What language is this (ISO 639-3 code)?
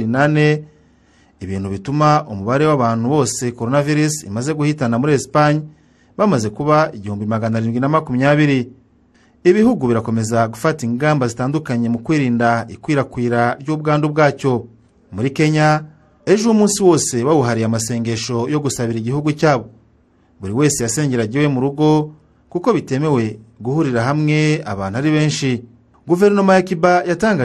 kin